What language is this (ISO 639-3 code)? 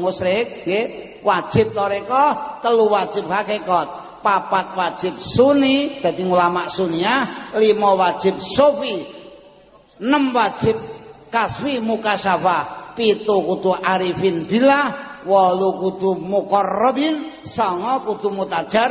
jav